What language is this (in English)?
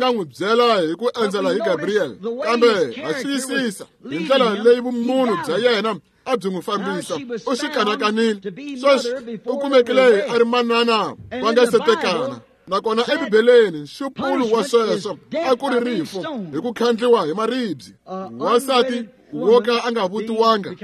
Tsonga